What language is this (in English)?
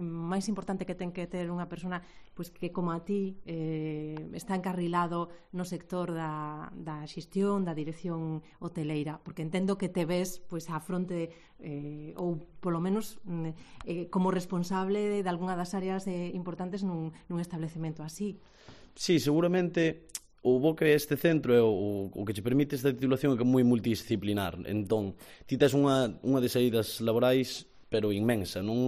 Galician